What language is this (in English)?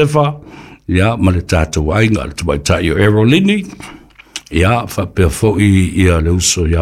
Samoan